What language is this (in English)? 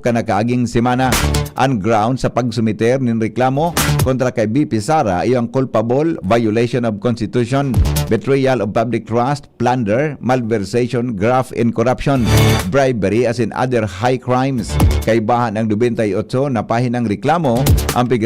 Bikol